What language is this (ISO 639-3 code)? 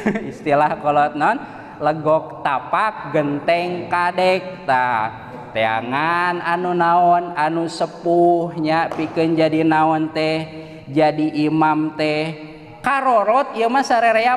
sun